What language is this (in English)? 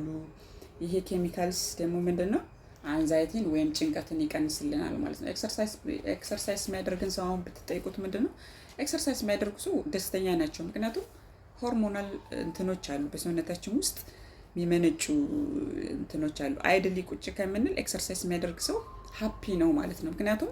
Amharic